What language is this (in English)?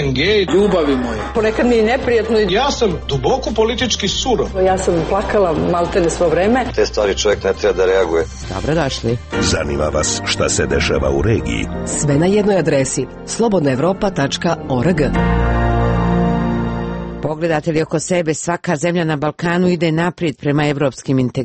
Serbian